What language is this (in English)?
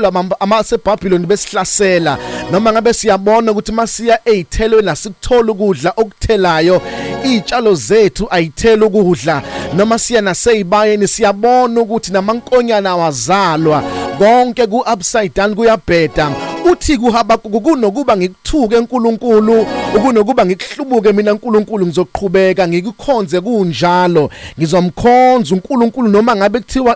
Zulu